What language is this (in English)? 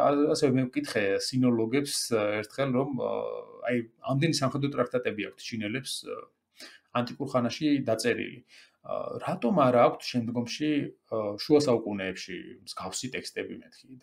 Georgian